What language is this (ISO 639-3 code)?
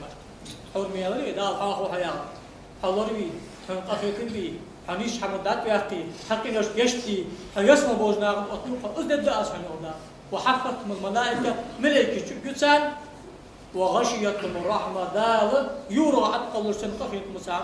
inh